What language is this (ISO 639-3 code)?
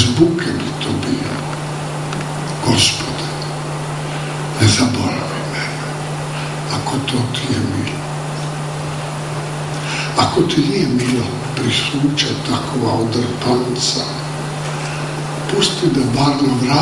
hrv